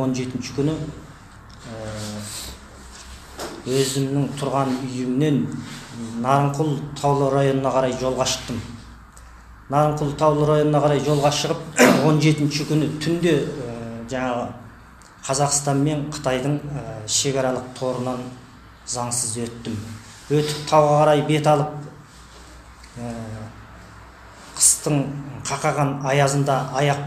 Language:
Kazakh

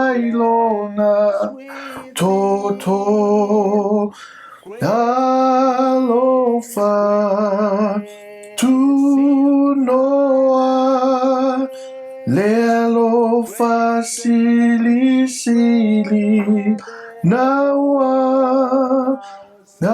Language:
Samoan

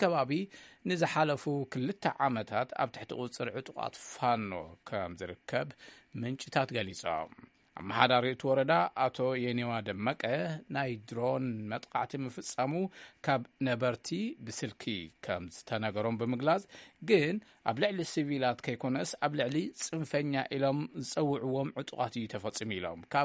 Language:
Tigrinya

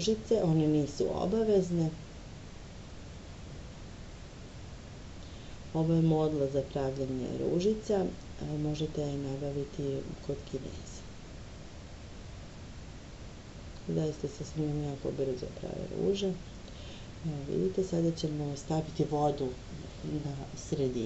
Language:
Serbian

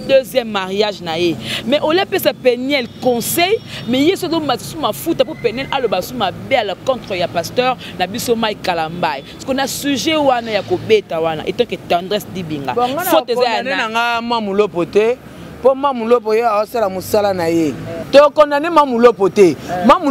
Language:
Lingala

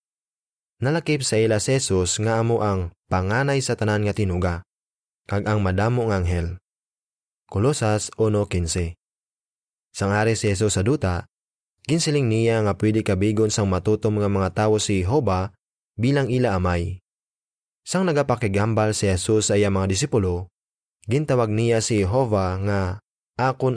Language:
Hiligaynon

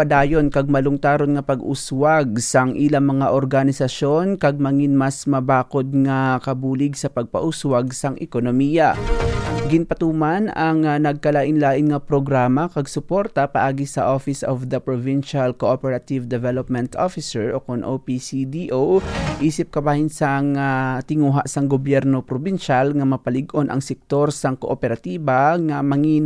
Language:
Hiligaynon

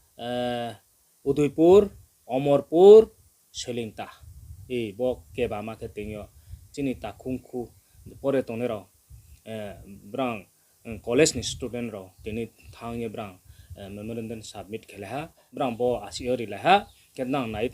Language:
Riang (India)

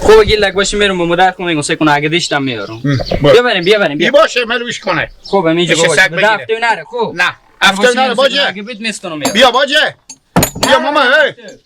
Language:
Hazaragi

